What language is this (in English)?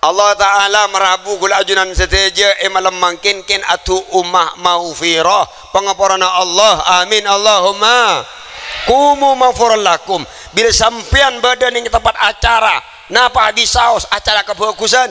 Madurese